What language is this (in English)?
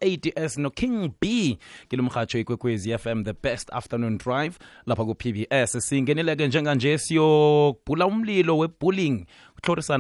South Ndebele